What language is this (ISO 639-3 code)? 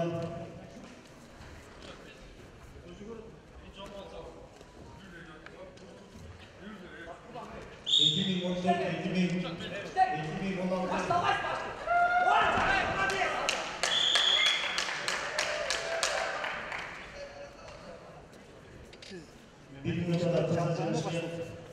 kaz